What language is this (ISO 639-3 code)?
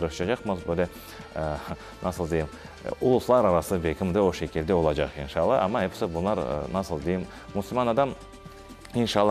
crh